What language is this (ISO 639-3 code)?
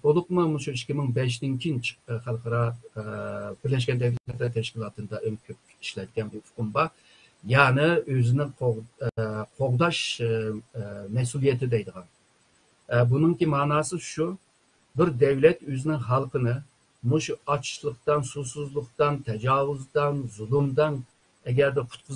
uig